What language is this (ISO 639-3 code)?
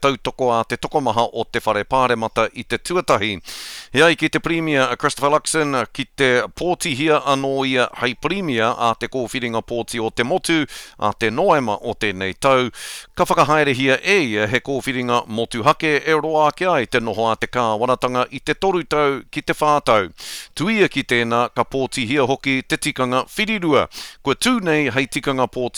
mri